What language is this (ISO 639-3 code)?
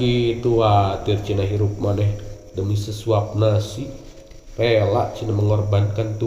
sun